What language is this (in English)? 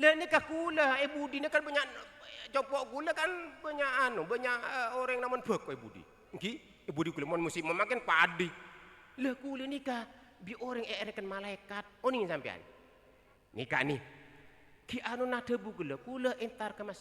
Madurese